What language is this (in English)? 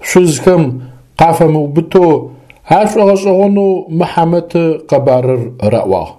Adyghe